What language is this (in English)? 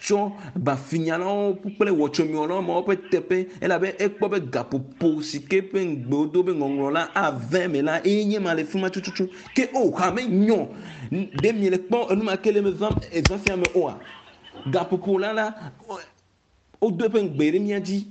Ewe